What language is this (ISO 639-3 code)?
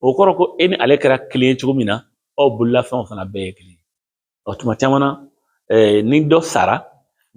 bam